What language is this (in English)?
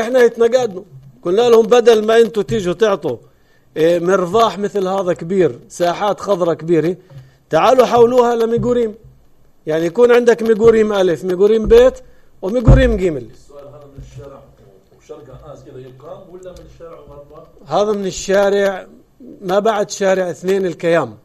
North Levantine Arabic